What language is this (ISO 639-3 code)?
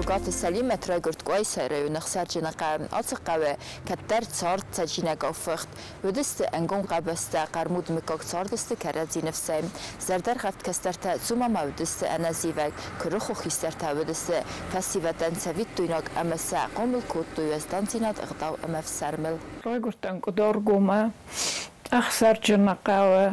oss